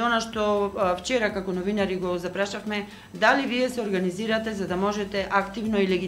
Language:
Macedonian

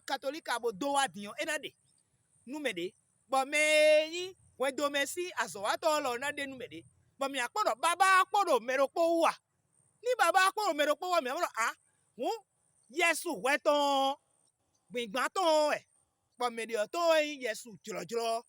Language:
Fon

